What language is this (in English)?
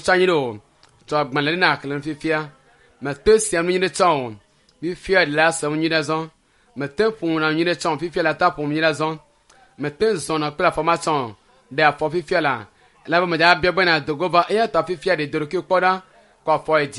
Ewe